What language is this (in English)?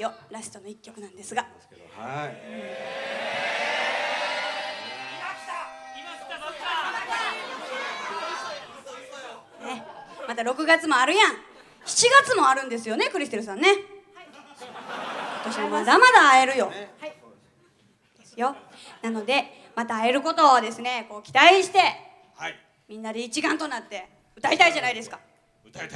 Japanese